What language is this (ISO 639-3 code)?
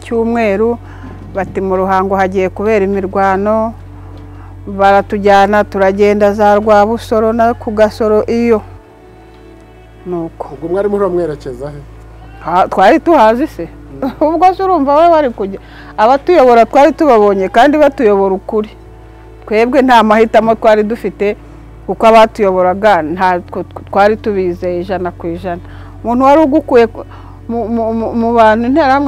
kin